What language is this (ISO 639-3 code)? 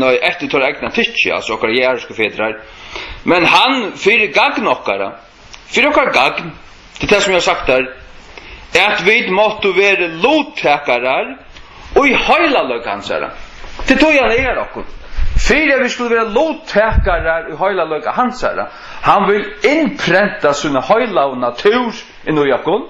fao